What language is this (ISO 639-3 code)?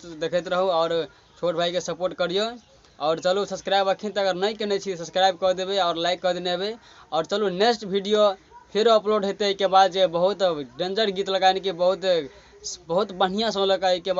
mai